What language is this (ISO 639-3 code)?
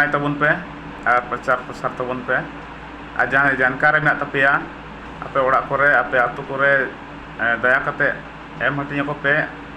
sat